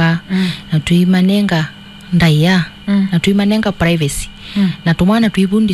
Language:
Kamba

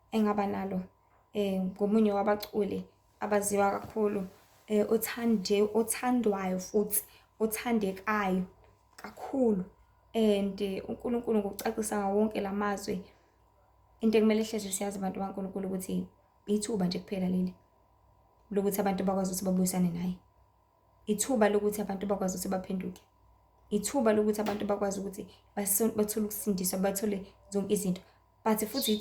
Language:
Zulu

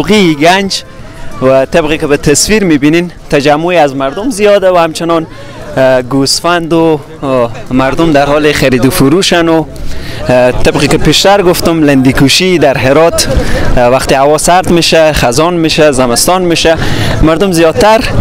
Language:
Persian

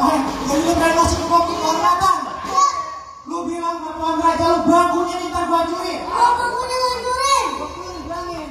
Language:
Betawi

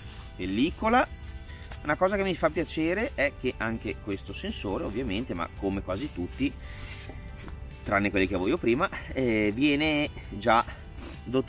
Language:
Italian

